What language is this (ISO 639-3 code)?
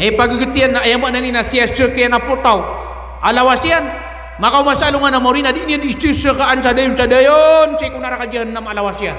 mrw